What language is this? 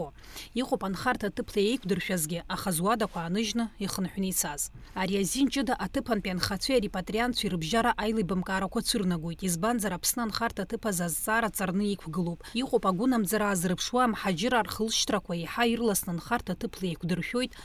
Abkhazian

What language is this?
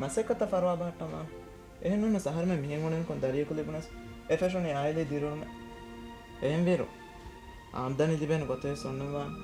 Divehi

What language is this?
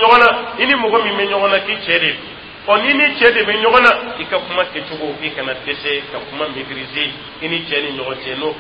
Dyula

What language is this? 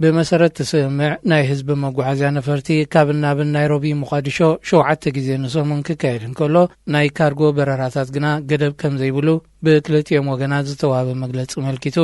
Tigrinya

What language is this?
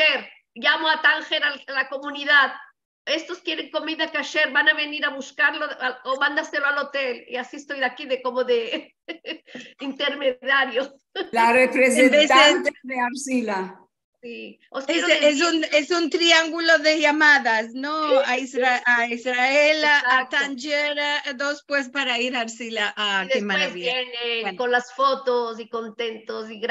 Ladino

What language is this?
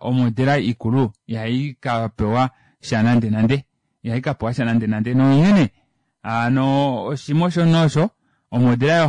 Kuanyama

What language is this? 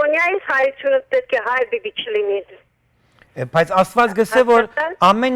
Western Armenian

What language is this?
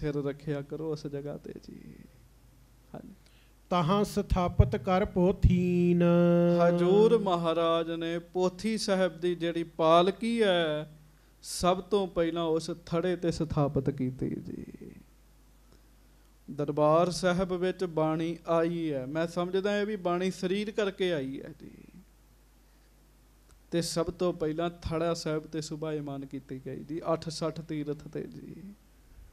Punjabi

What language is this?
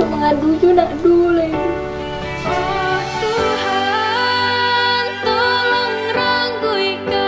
Minangkabau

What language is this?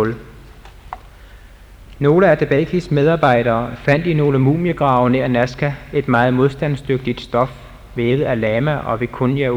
Danish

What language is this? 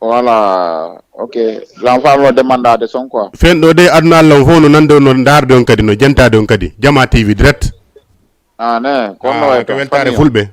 Fula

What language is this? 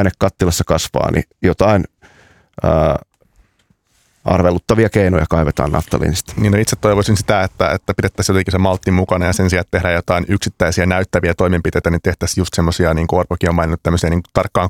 Finnish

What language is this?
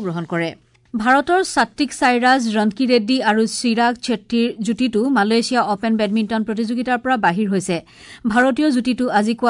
Assamese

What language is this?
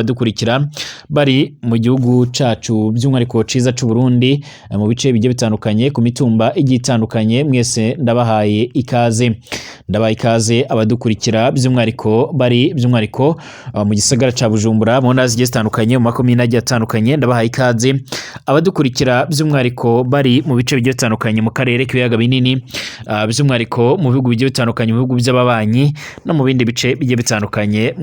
Rundi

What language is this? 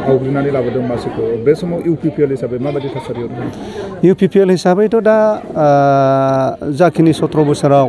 Bodo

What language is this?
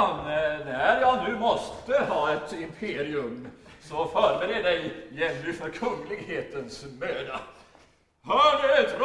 Swedish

